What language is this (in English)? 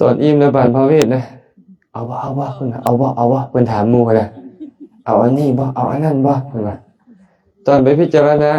Lao